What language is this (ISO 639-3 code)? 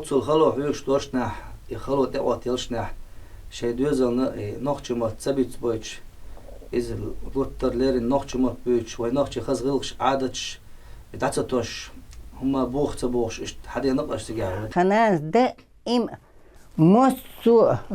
che